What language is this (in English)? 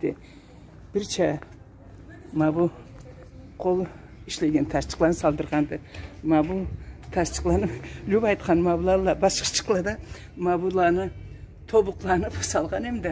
Karachay-Balkar